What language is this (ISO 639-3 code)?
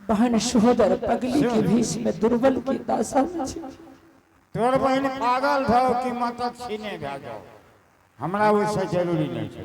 anp